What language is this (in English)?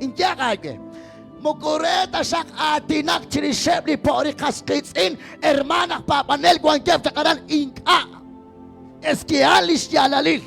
Kekchí